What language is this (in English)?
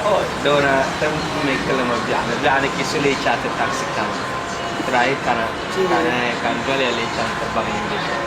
Dagbani